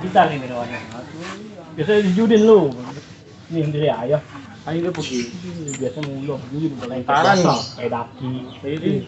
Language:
Betawi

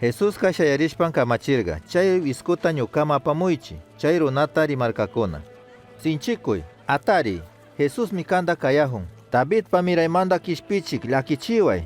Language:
Chimborazo Highland Quichua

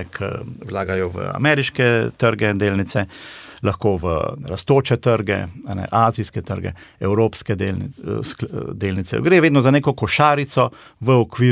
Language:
Slovenian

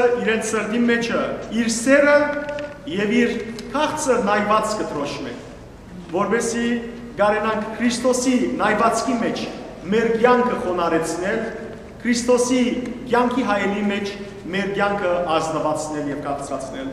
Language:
Western Armenian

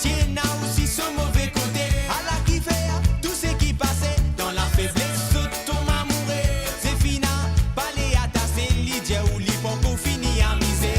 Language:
Morisyen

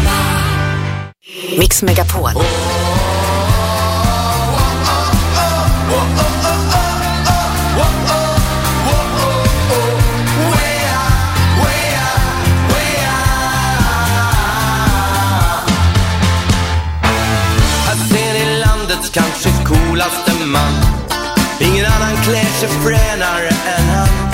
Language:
Swedish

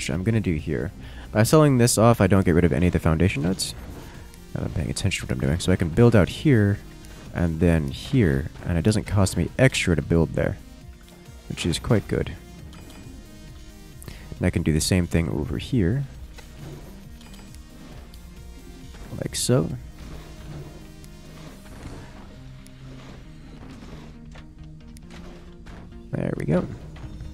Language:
English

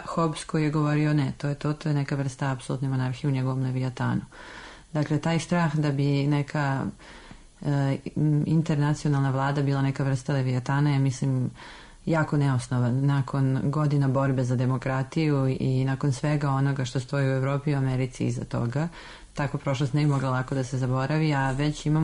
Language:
Serbian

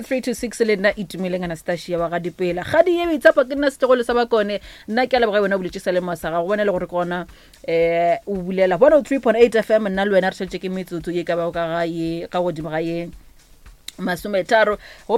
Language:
Northern Sotho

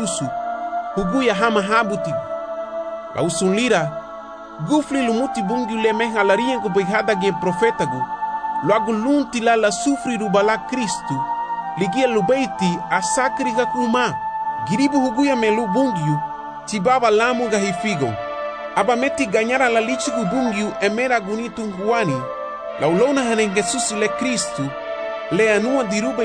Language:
Garifuna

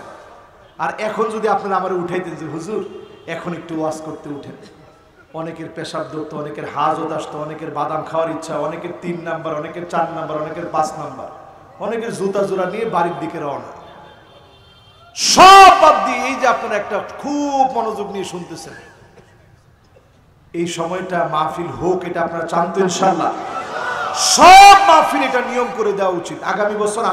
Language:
Bangla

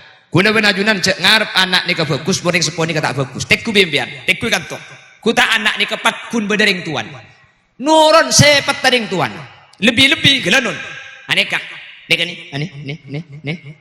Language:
Madurese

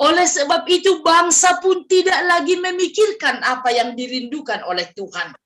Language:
Batak Simalungun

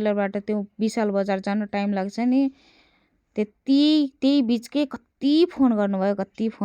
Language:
Nepali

